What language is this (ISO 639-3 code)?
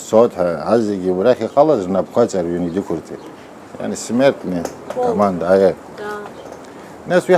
abk